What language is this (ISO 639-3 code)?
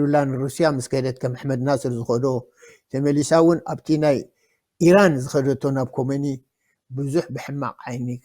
tir